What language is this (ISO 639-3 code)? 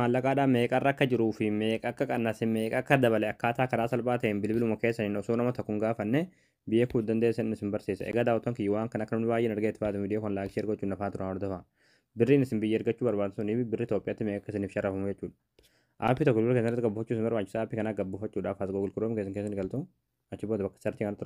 orm